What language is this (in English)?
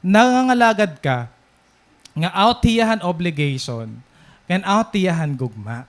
Waray